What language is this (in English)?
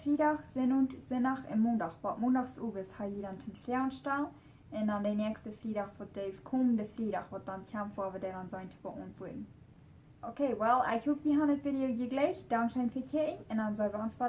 Plautdietsch